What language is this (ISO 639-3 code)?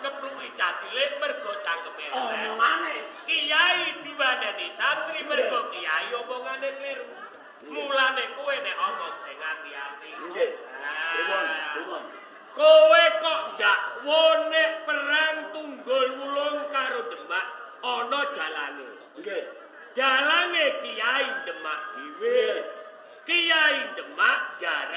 jav